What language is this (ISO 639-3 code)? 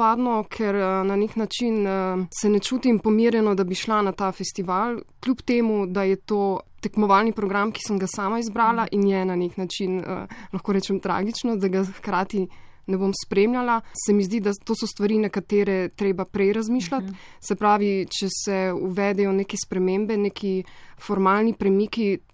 slv